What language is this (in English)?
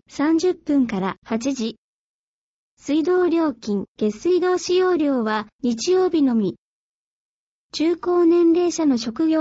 Japanese